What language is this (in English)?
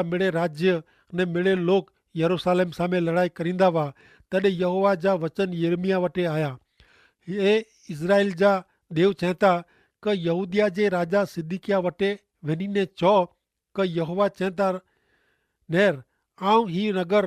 Kachhi